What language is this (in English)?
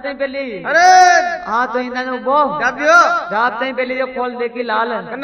Hindi